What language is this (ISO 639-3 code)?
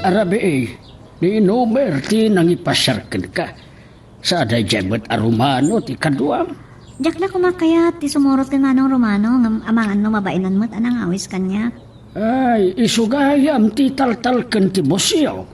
ilo